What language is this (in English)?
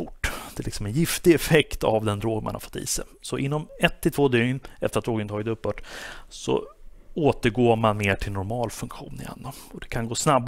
Swedish